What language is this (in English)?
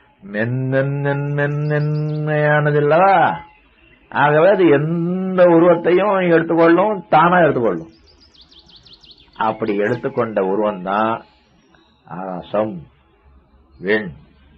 Tamil